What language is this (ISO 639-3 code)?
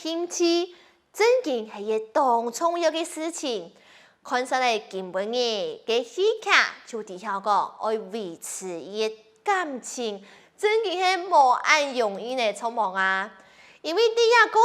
hak